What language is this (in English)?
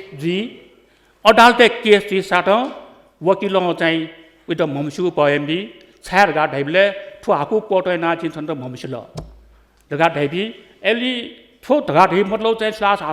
Newari